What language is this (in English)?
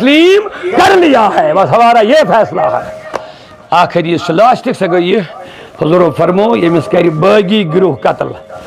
Kashmiri